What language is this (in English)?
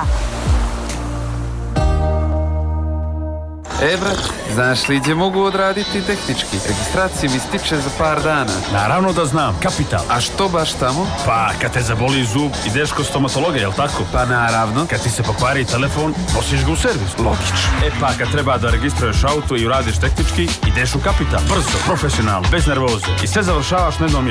Serbian